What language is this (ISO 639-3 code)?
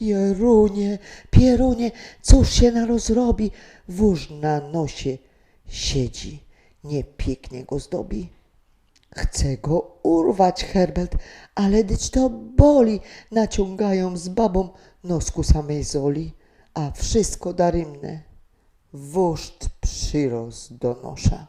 szl